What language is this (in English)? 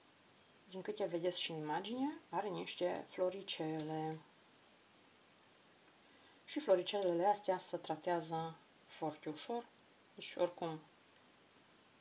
Romanian